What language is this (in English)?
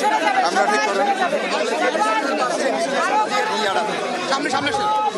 Bangla